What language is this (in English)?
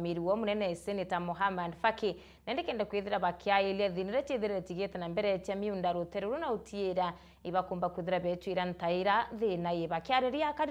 Meru